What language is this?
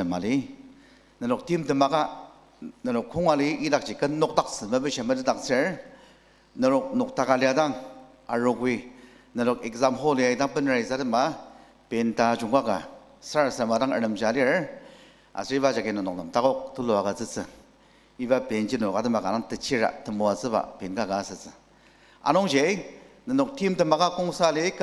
Ao Naga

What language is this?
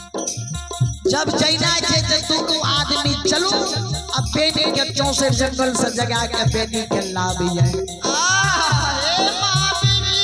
Maithili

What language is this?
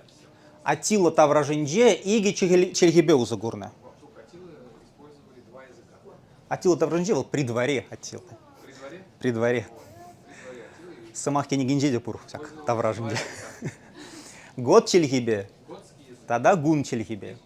Chuvash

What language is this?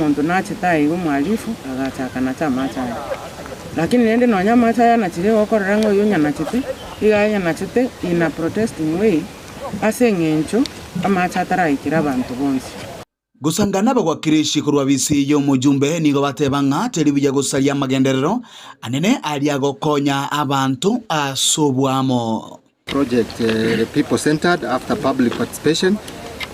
Gusii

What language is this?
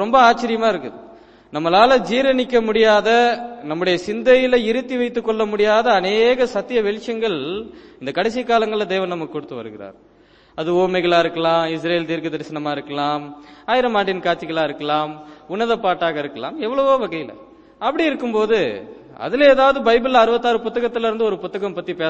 Tamil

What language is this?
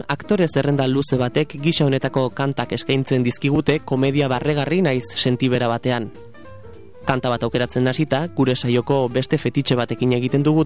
Basque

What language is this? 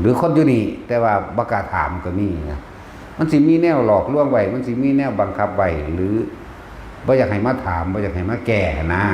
Northeastern Thai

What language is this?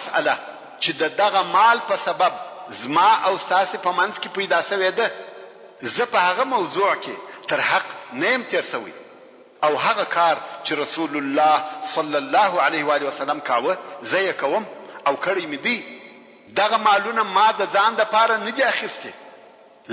Pashto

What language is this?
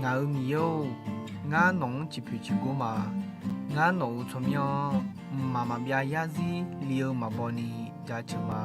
Akha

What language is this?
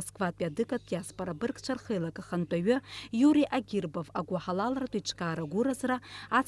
Abkhazian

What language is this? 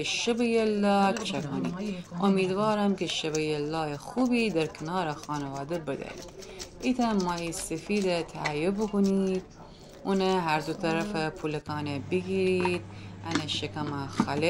Gilaki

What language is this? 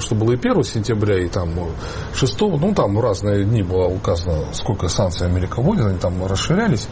Russian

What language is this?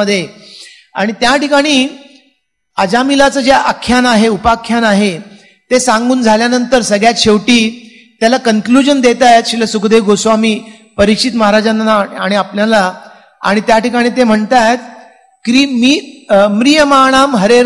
Marathi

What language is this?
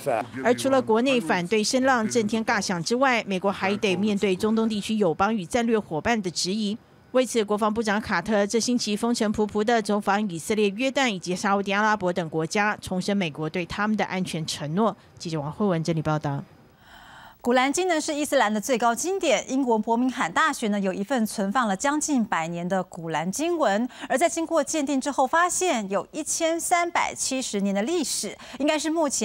Chinese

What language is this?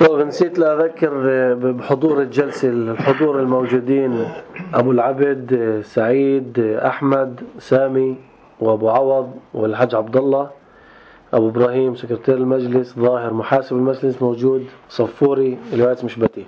North Levantine Arabic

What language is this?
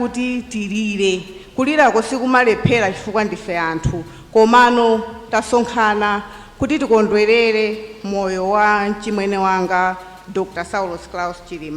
Nyanja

